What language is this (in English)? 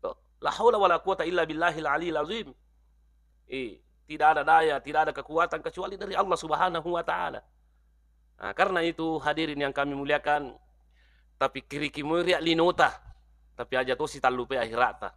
Buginese